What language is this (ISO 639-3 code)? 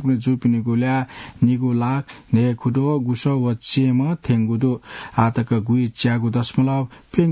new